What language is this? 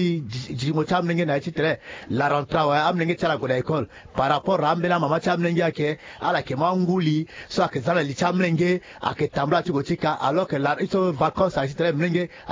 Sango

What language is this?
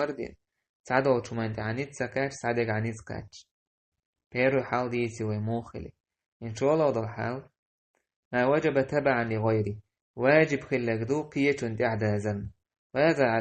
Chechen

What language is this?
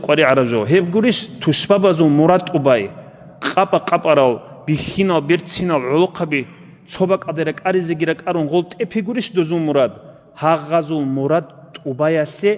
Avaric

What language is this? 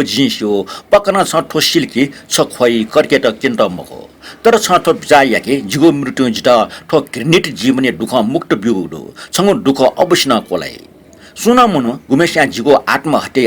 Newari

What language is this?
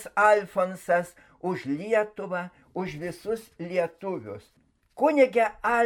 Lithuanian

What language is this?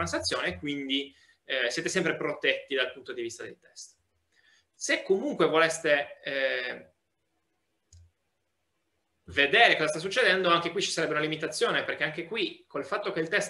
Italian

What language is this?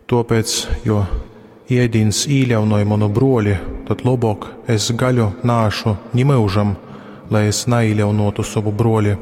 Latgalian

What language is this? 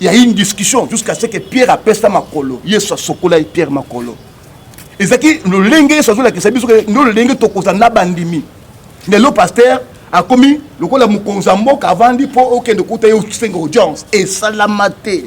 Lingala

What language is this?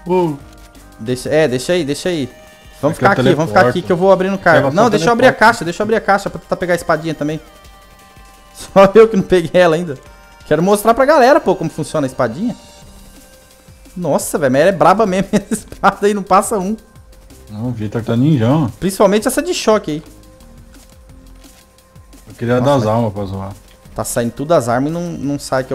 Portuguese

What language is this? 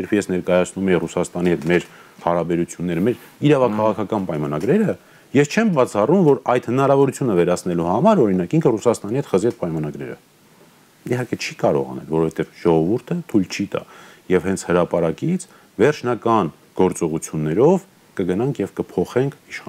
Armenian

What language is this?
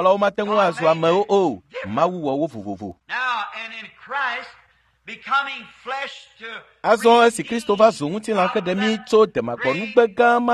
Ewe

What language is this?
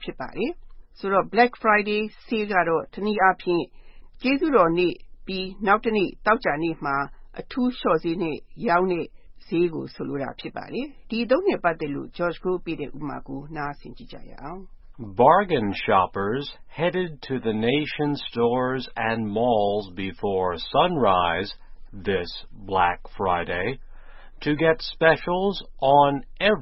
Burmese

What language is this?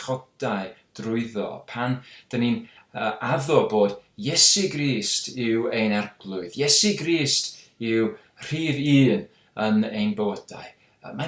Welsh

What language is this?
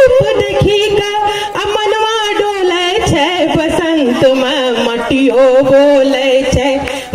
Angika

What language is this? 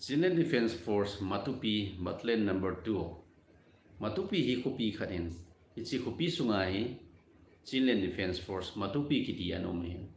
Thado Chin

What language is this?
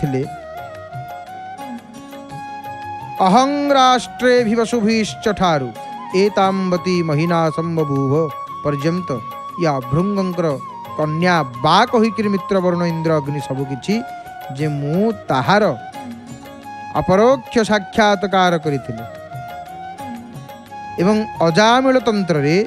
Odia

